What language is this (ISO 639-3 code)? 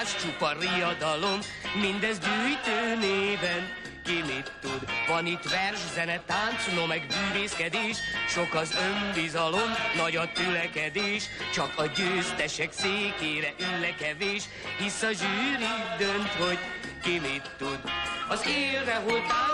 hun